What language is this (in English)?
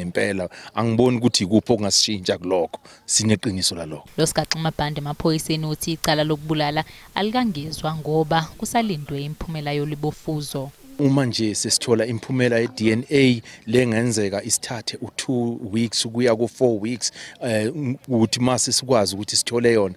Zulu